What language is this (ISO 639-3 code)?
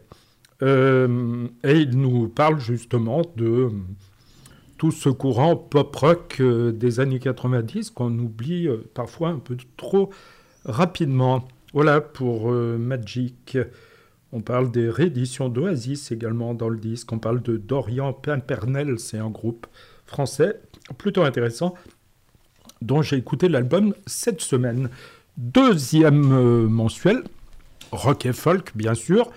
fra